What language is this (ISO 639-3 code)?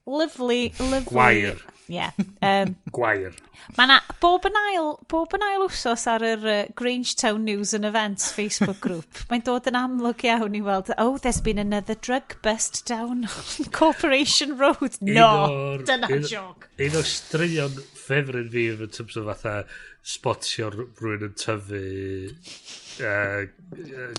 cym